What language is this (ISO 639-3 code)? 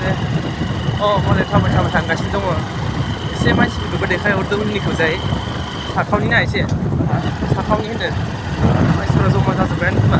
brx